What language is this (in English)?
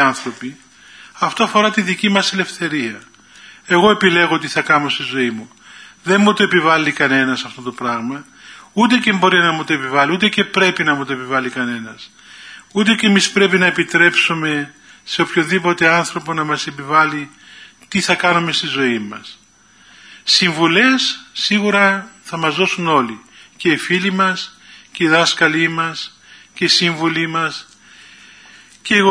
Greek